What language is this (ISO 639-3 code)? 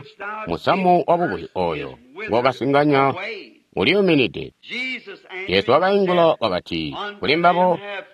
toi